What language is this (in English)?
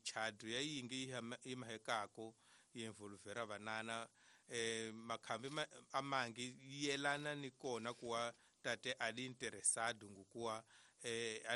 Tsonga